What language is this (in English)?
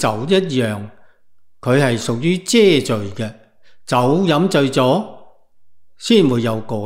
Cantonese